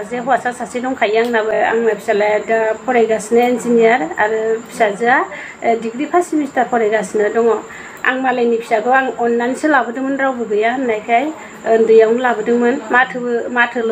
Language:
Bodo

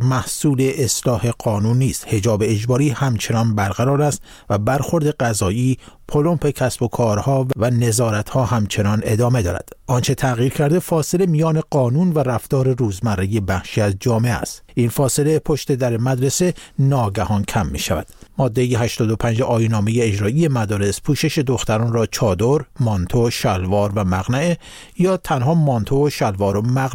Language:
Persian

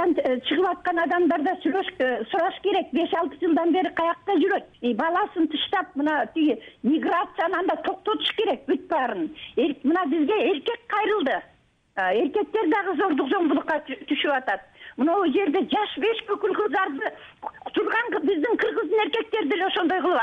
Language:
Kyrgyz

